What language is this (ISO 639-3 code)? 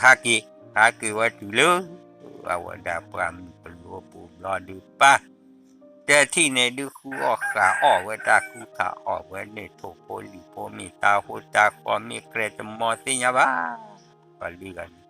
ksw